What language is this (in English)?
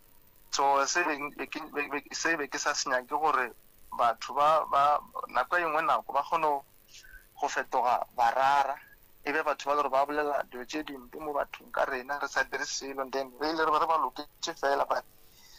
Northern Sotho